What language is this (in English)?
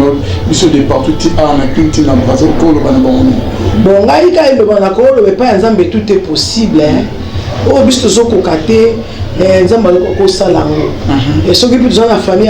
Lingala